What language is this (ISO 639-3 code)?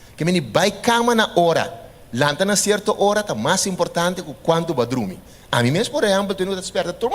pap